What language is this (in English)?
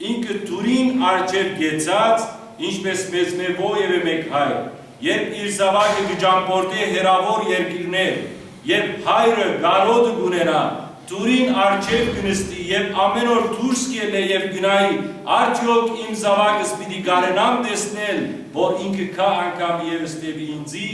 Western Armenian